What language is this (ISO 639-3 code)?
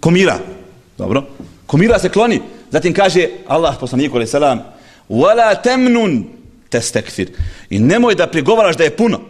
bos